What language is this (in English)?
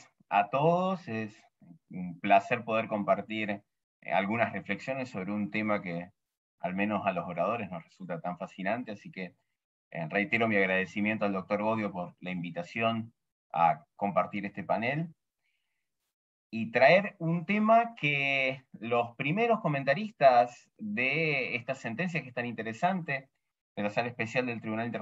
Spanish